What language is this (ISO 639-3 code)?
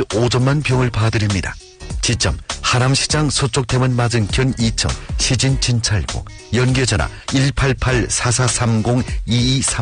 kor